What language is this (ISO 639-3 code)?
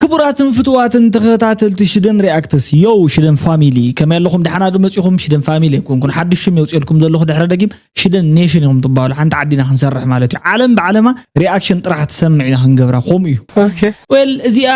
tir